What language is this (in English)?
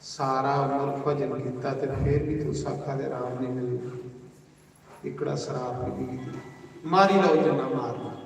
Dogri